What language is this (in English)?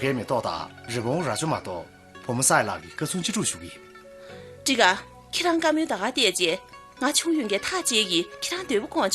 Tibetan